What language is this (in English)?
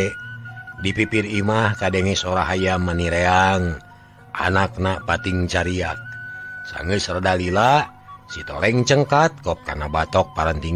Sundanese